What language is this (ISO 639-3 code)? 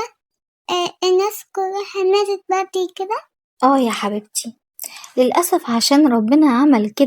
arz